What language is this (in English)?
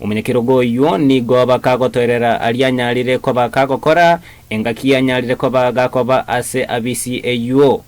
Gusii